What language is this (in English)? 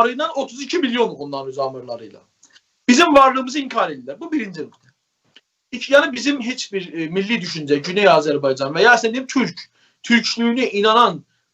South Azerbaijani